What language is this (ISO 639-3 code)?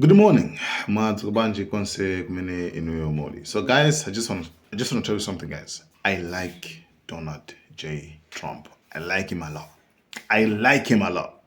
nya